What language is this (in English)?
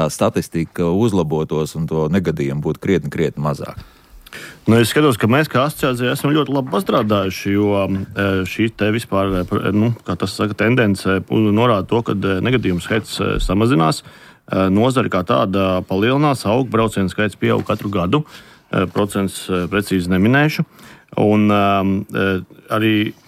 Latvian